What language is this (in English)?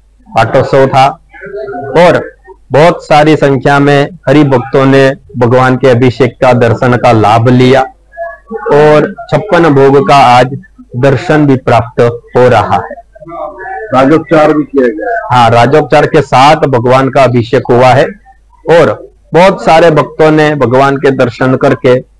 Hindi